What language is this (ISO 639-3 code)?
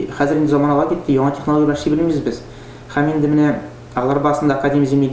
tat